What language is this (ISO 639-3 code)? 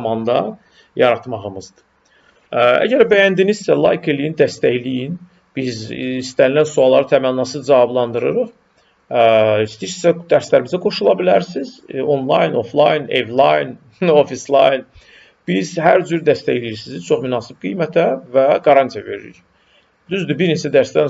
aze